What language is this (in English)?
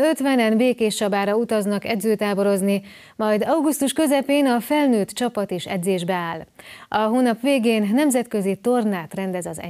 Hungarian